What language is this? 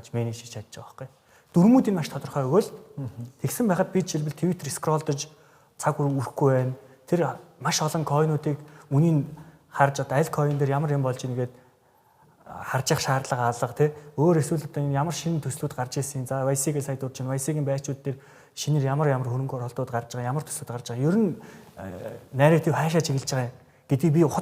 Mongolian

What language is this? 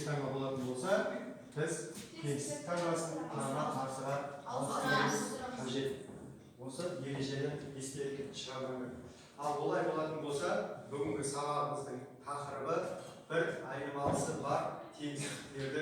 Kazakh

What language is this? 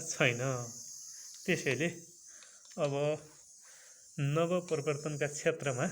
Nepali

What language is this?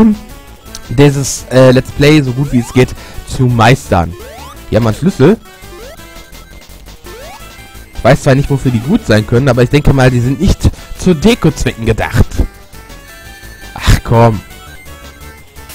German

